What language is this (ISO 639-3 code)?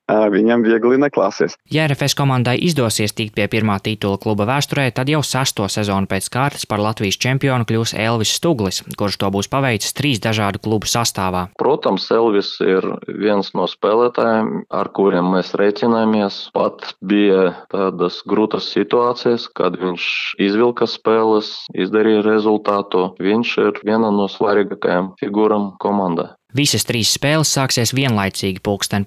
lav